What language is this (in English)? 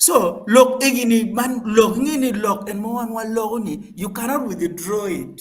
Acoli